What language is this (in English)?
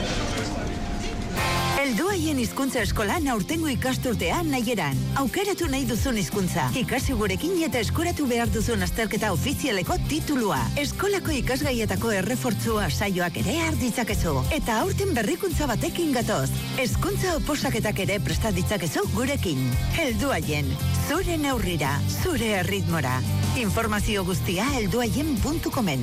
Basque